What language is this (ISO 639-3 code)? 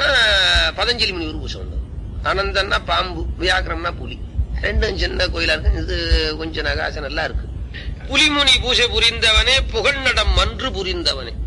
tam